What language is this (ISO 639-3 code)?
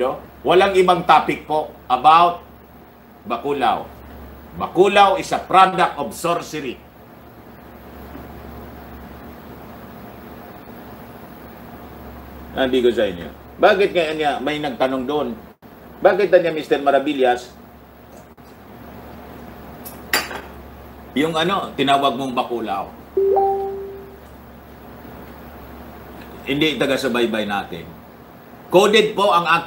fil